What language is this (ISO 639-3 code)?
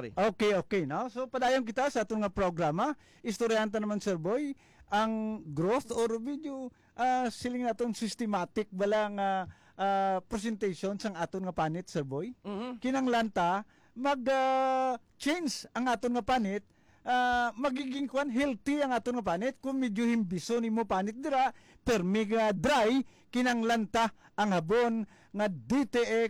hil